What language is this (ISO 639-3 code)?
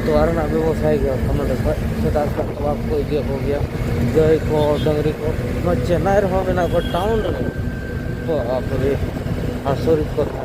sat